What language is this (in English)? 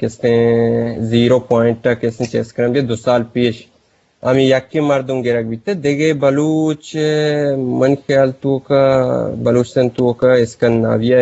Eastern Balochi